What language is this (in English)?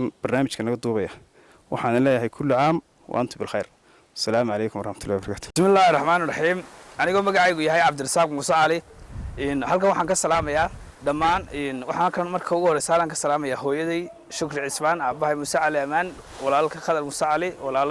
Somali